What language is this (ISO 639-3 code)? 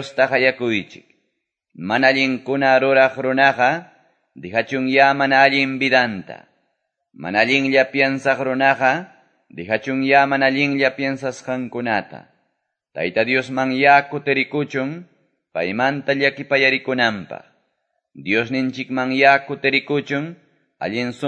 quy